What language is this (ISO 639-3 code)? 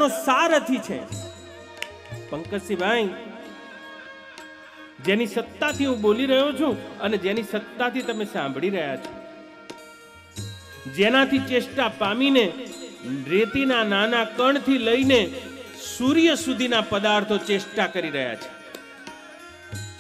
guj